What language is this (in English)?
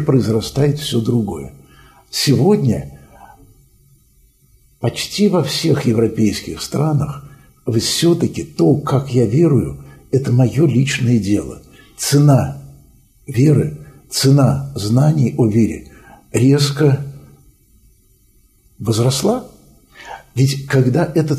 Russian